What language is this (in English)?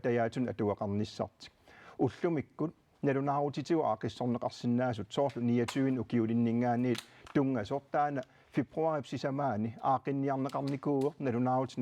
Kalaallisut